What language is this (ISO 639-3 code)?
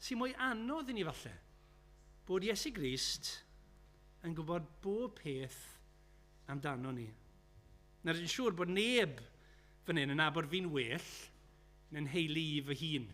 cym